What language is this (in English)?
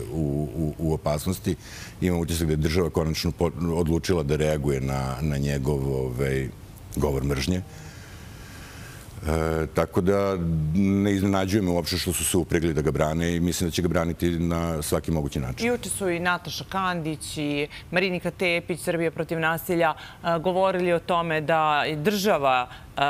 Serbian